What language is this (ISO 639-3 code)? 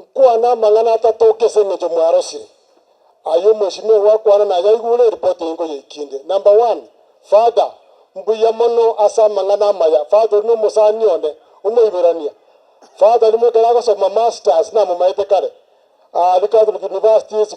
guz